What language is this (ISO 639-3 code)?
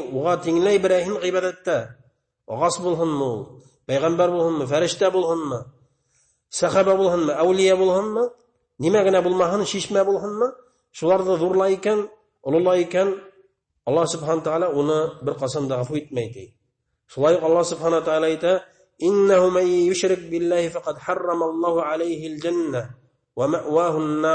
bak